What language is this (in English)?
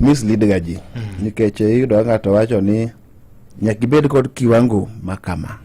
Luo (Kenya and Tanzania)